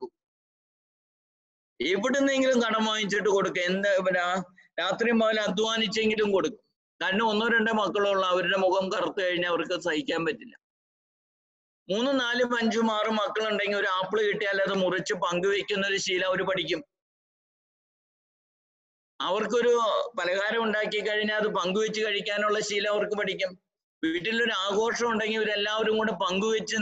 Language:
Malayalam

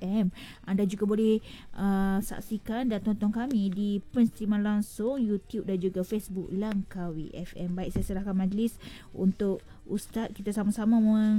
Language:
Malay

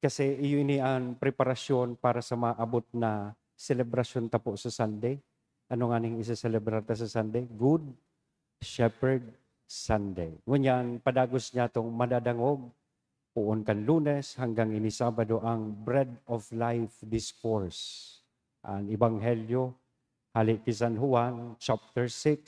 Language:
Bikol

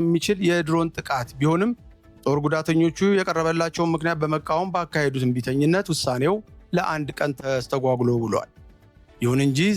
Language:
Amharic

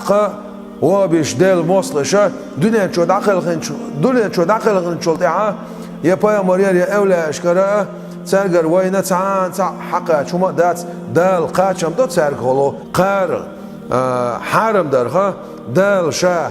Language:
Chechen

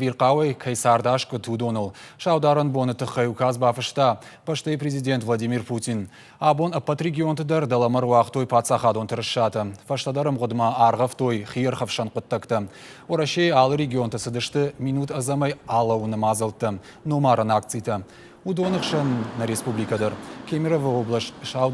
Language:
Ossetic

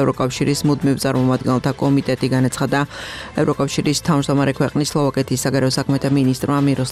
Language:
Georgian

